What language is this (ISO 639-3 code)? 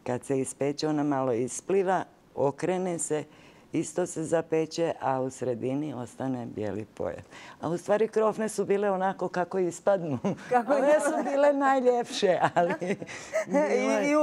hrv